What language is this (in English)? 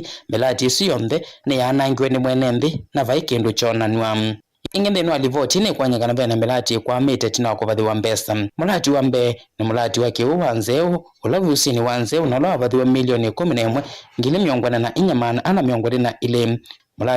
Kamba